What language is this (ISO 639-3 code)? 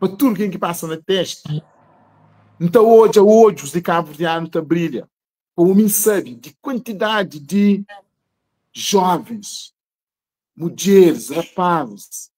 kea